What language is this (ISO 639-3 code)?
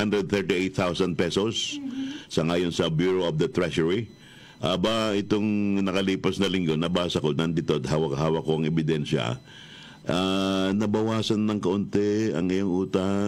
fil